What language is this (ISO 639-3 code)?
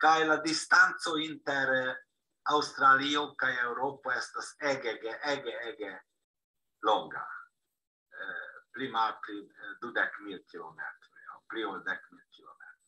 epo